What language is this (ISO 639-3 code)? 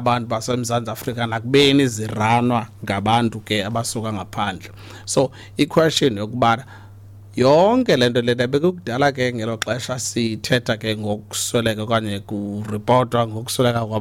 xho